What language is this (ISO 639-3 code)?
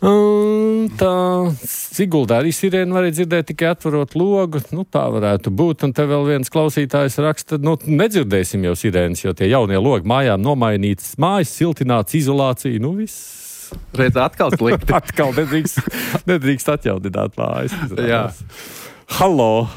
lav